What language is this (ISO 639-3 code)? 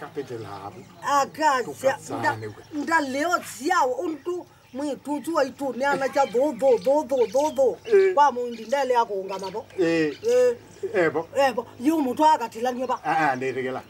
kam